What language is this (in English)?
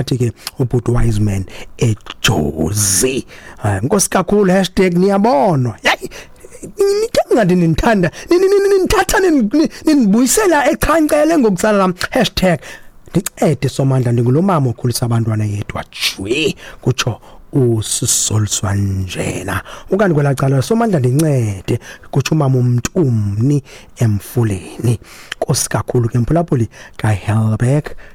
Xhosa